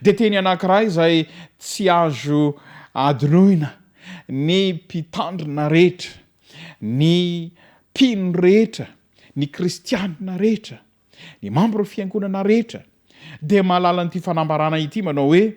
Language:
Malagasy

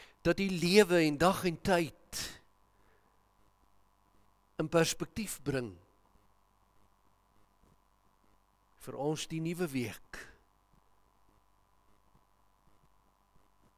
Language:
Afrikaans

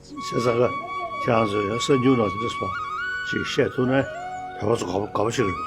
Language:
Tibetan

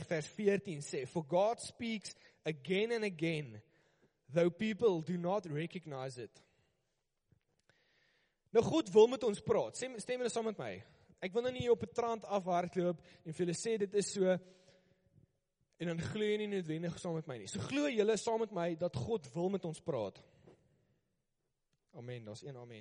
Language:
Afrikaans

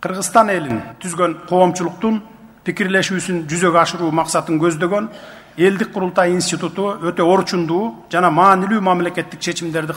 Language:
Kyrgyz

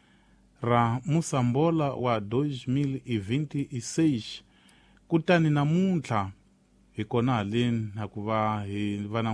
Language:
Tsonga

